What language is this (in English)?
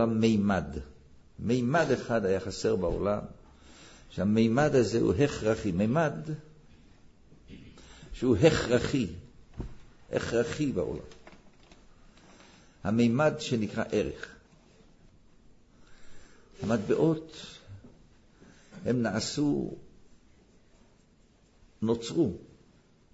Hebrew